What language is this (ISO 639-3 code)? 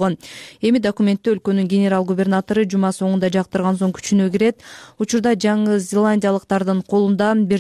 kir